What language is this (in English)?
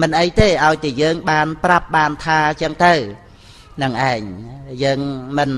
Khmer